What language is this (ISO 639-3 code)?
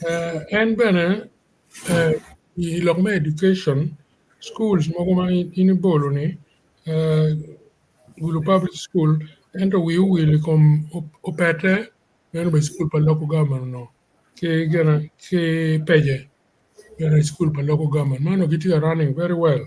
ach